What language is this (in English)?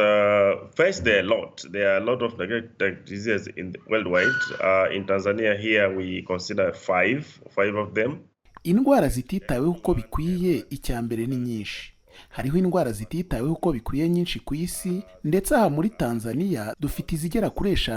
Kinyarwanda